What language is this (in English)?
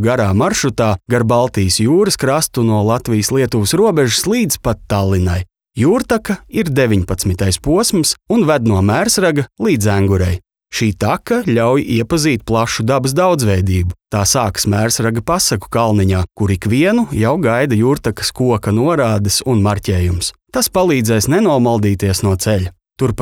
Latvian